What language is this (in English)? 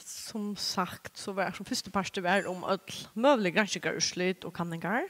Faroese